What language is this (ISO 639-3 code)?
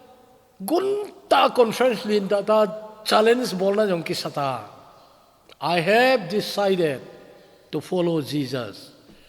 tcz